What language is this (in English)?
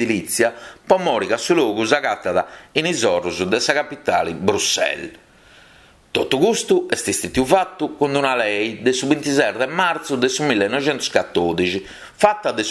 Sardinian